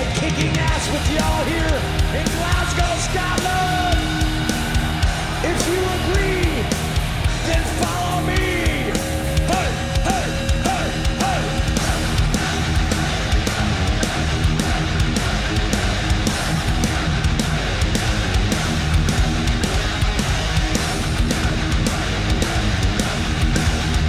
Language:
English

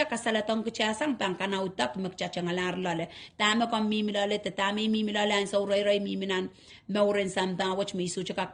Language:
Pohnpeian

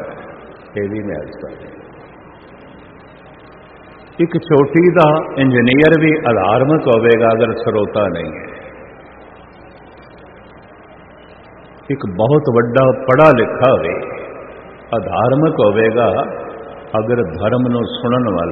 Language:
Punjabi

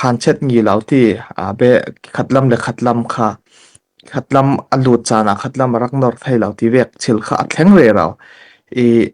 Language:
Falam Chin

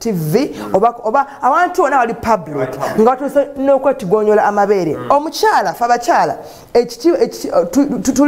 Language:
Ganda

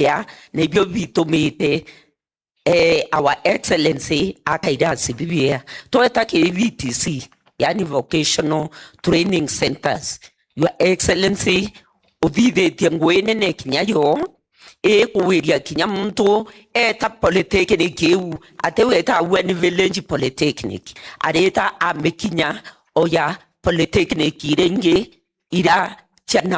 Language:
Meru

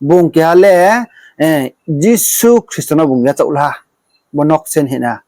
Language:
Riang (India)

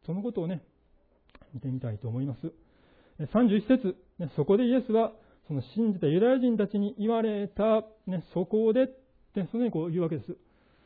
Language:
Japanese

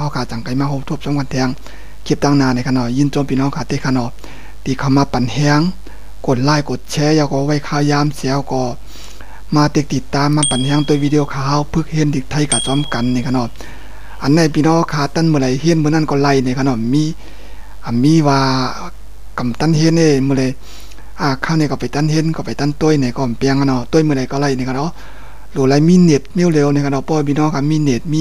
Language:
Shan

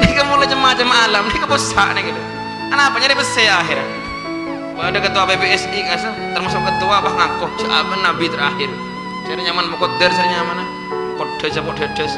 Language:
Madurese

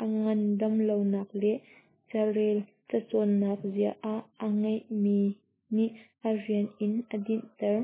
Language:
Hakha Chin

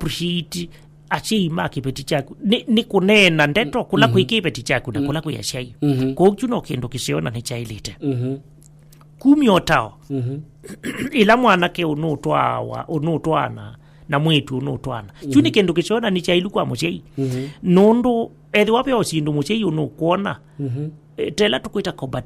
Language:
Kamba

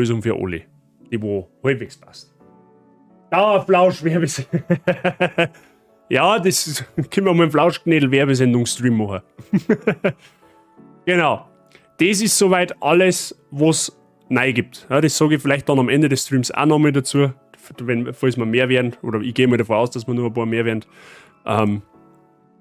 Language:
Bavarian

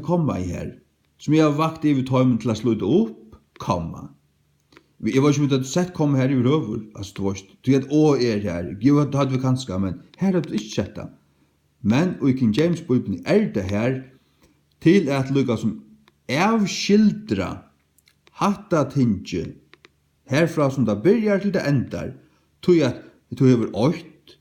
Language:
Faroese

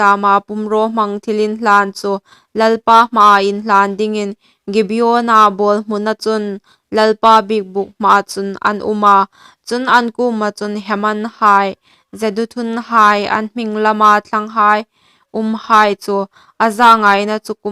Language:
Hmar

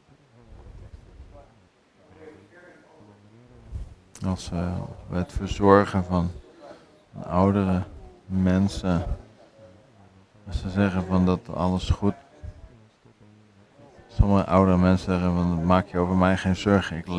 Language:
Dutch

